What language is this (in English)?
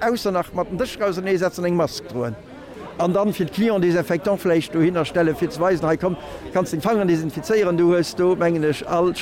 Luxembourgish